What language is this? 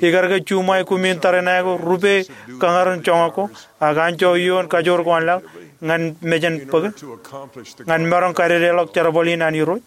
Marshallese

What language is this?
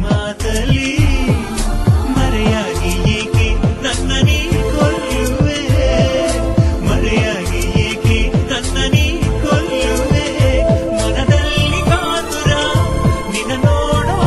Kannada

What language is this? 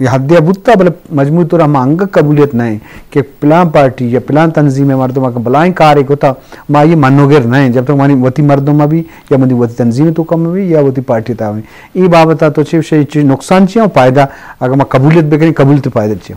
Eastern Balochi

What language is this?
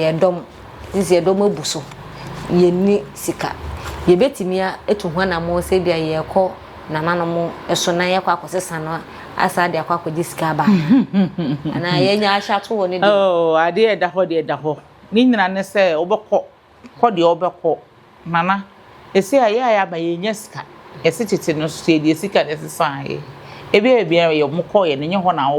Akan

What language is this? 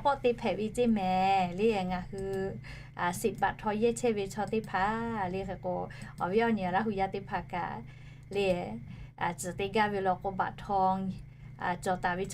Lahu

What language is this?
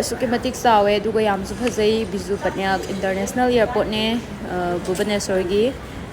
Manipuri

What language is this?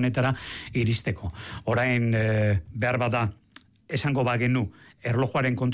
Basque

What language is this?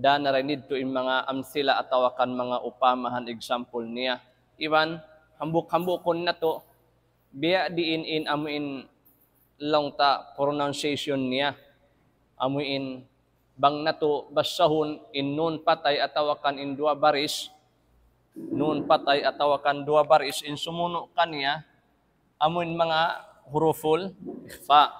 Tausug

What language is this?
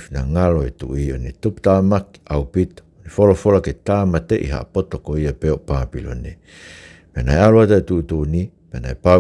Tongan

